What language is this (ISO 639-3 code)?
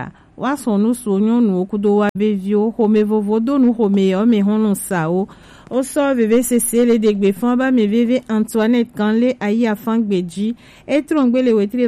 gej